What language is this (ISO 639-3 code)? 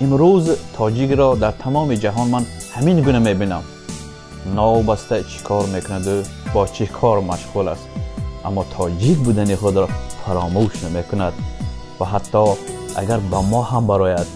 tgk